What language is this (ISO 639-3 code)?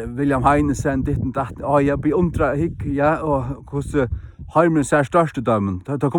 fao